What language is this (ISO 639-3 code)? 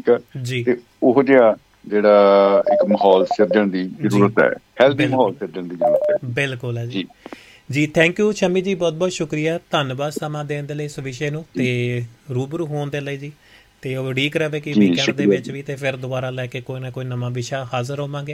pan